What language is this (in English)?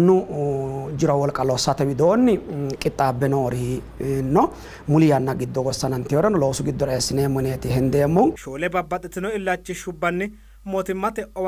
Sidamo